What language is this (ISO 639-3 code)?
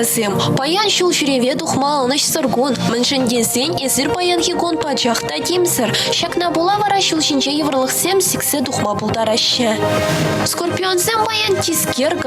chv